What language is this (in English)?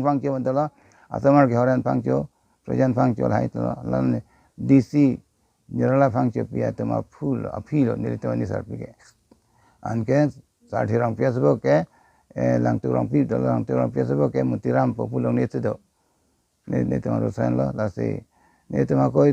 Karbi